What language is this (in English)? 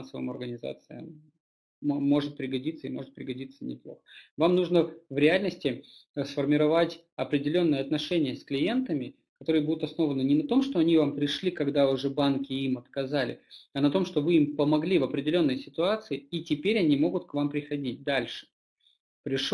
Russian